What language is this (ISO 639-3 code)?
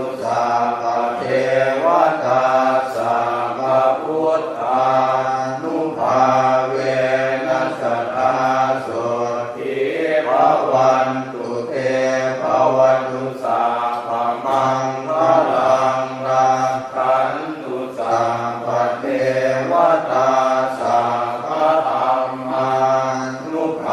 pli